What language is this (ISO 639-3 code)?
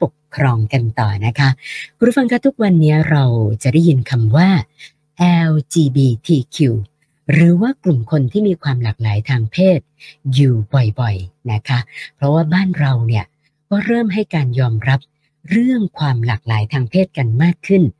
tha